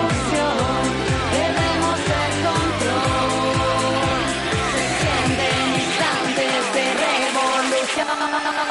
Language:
Basque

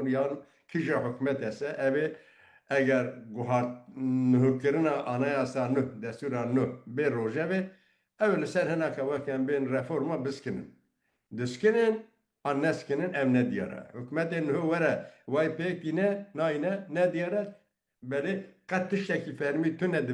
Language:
Kurdish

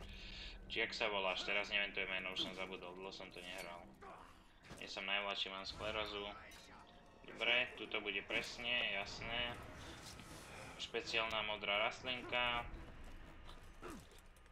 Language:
Slovak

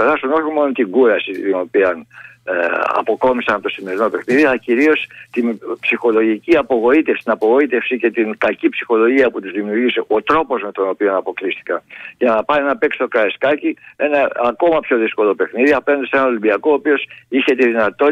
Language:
Greek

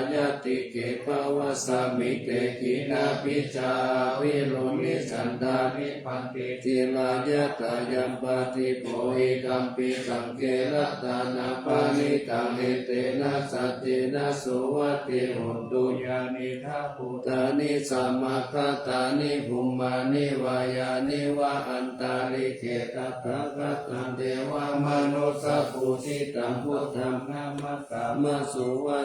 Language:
Pali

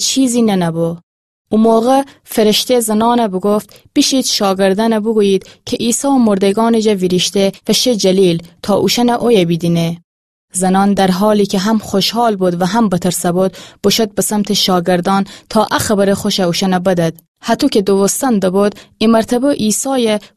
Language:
Gilaki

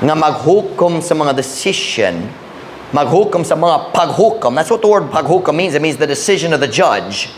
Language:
Cebuano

